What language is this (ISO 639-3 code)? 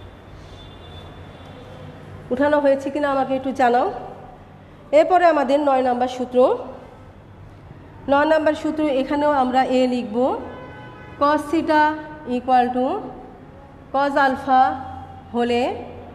ben